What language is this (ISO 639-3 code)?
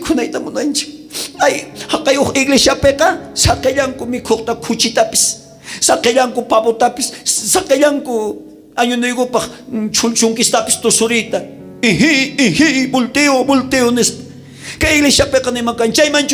quh